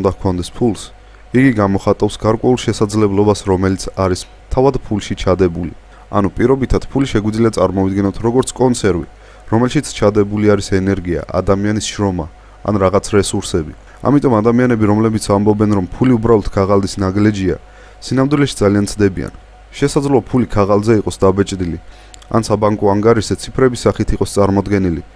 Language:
Georgian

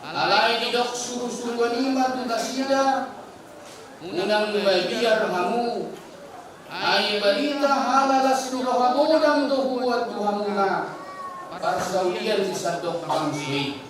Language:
Batak Toba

